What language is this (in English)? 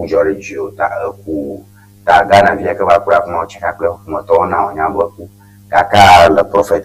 Ewe